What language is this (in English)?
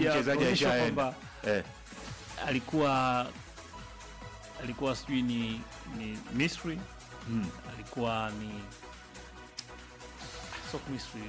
Swahili